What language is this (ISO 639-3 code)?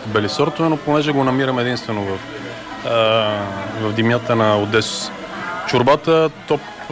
bul